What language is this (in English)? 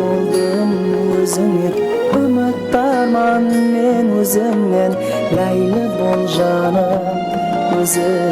Kara-Kalpak